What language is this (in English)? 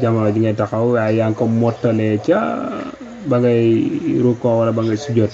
Wolof